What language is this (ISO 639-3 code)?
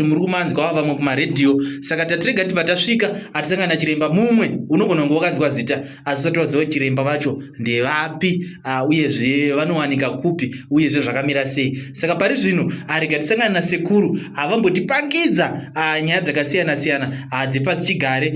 sna